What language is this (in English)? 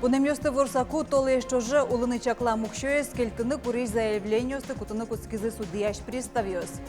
Udmurt